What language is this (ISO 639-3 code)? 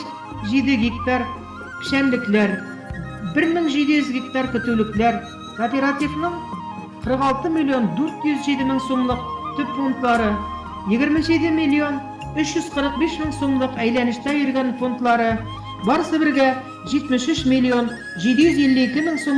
bak